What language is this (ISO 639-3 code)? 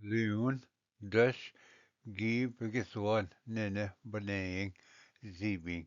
oji